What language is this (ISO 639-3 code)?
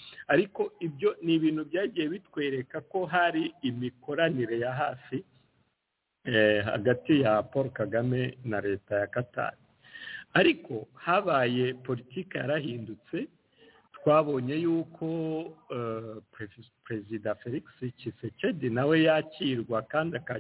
kin